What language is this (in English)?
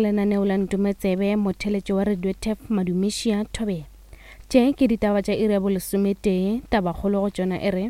Northern Sotho